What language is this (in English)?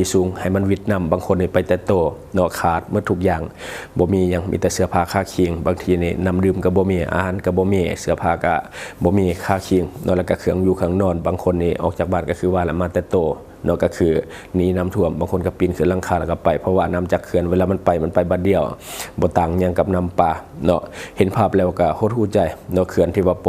Lao